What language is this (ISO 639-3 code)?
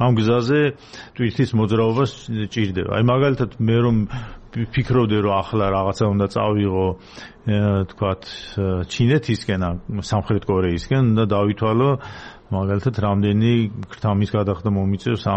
kat